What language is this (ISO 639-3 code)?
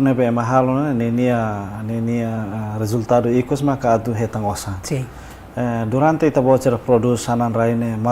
tet